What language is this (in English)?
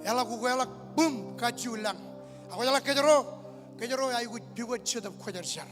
Marshallese